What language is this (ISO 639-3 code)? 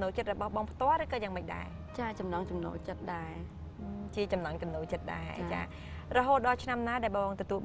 khm